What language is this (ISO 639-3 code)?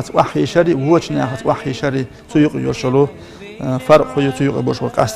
che